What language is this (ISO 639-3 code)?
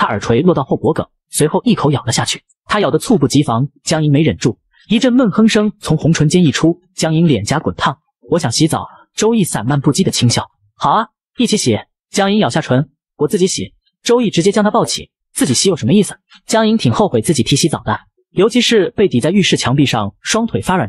zho